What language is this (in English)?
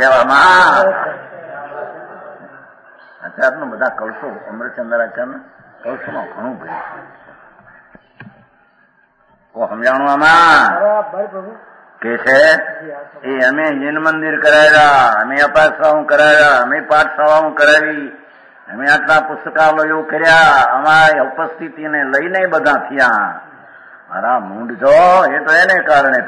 Gujarati